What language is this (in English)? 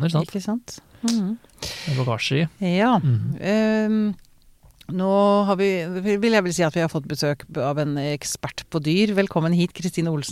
Norwegian